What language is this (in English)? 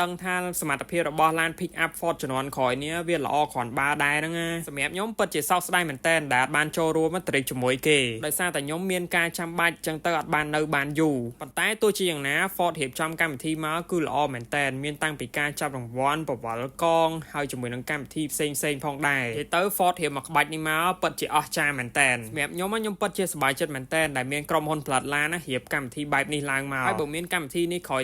Khmer